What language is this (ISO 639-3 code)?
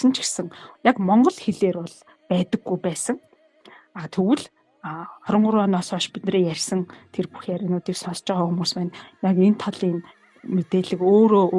mon